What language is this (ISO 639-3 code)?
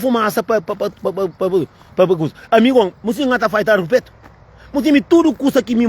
kea